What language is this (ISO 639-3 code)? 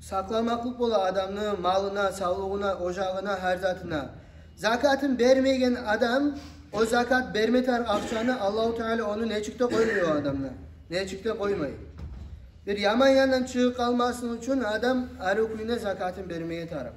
kum